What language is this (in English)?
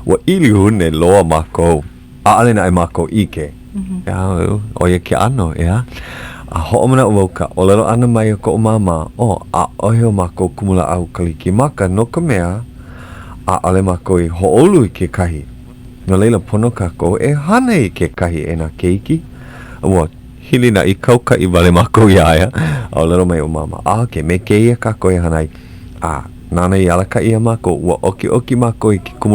Hawaiian